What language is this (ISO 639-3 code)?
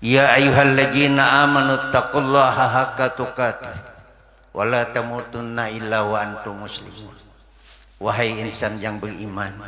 bjn